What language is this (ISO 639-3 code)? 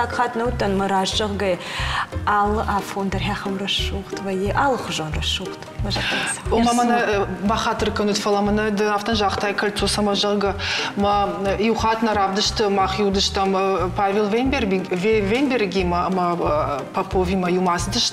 oss